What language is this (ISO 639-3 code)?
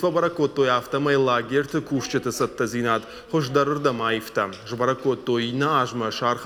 oss